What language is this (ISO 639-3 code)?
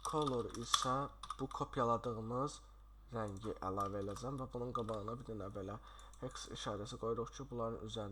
aze